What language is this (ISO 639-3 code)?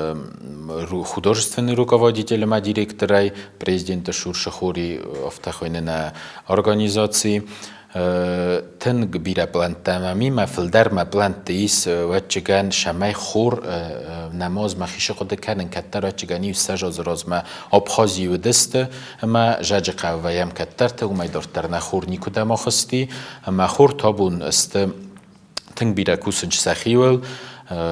oss